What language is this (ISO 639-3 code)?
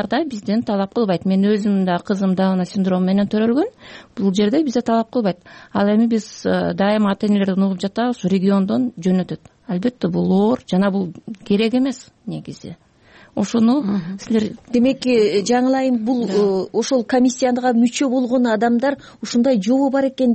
kir